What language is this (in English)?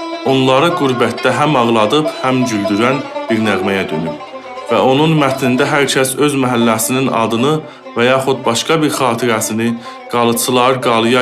South Azerbaijani